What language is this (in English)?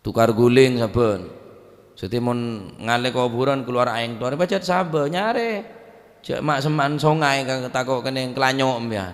Madurese